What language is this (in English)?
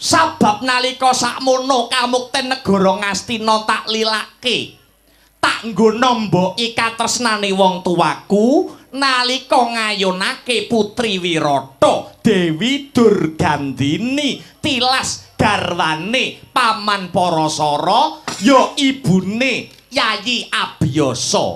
Javanese